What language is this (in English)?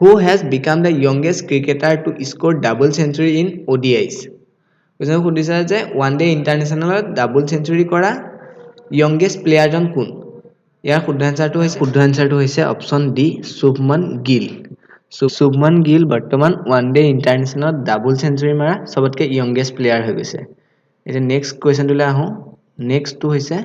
Assamese